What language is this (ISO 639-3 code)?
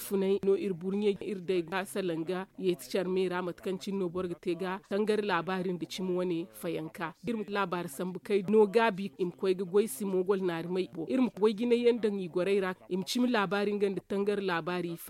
dje